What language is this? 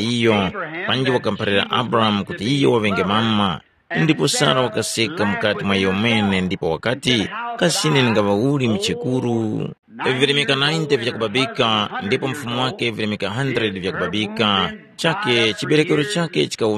Tumbuka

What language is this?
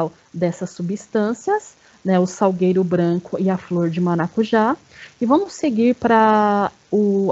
Portuguese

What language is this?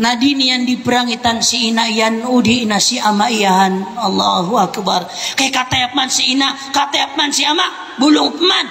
Maranao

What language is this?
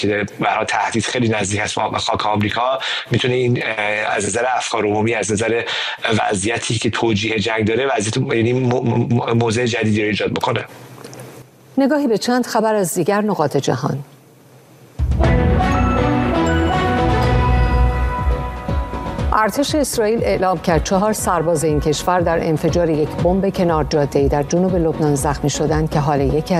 Persian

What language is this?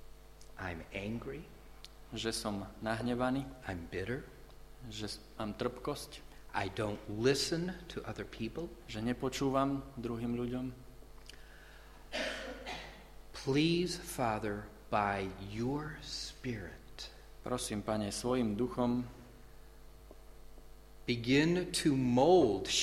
Slovak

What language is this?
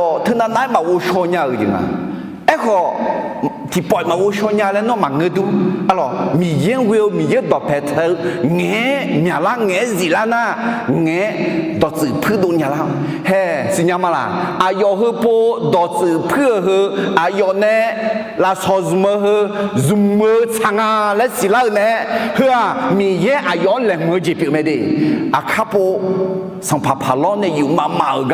Akha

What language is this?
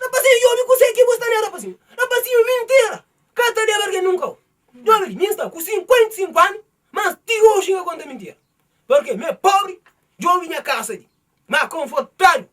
Kabuverdianu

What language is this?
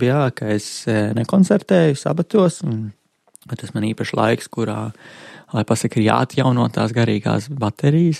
Latvian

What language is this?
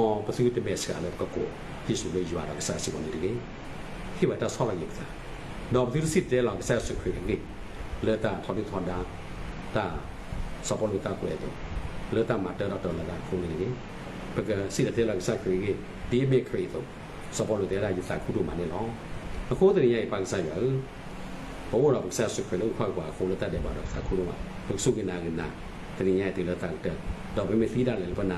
S'gaw Karen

